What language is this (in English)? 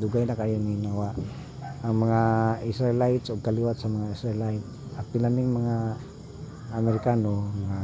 Cebuano